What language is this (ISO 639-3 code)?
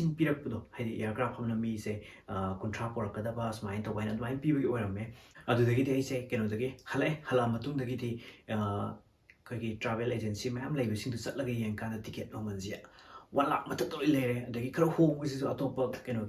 mni